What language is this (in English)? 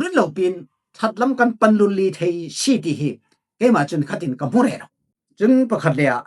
Falam Chin